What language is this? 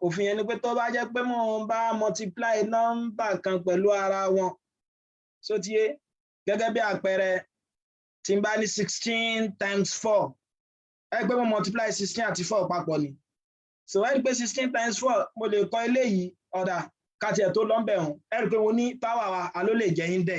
Yoruba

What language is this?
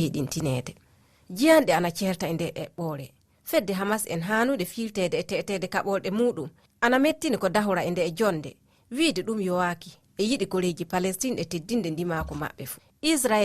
Fula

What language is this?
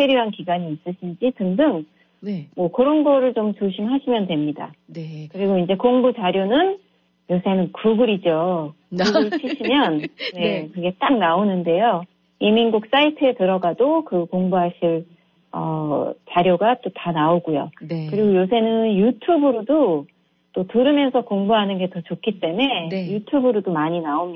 Korean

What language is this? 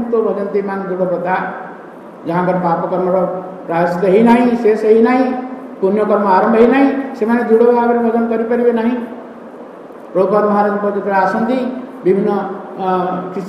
Odia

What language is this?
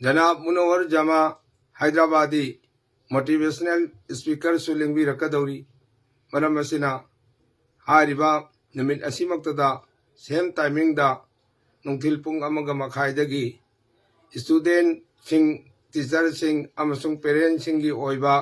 Manipuri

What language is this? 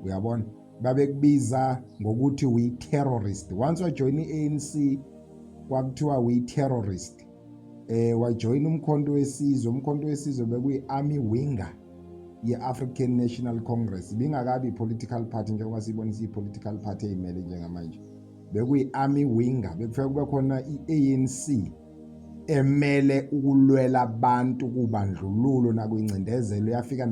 Zulu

